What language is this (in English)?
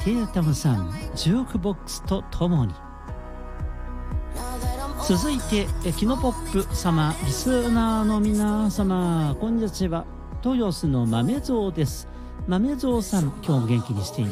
Japanese